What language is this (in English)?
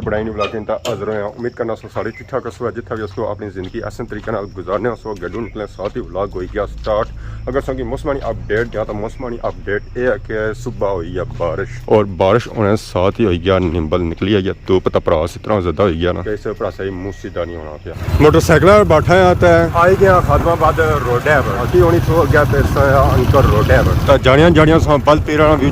Pahari-Potwari